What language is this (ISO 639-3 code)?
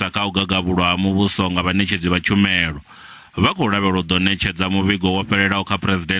ven